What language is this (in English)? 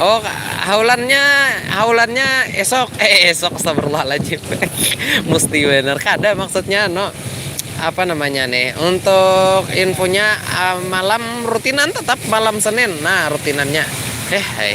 Banjar